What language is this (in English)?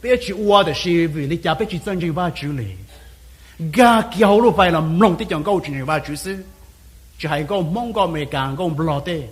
Hmong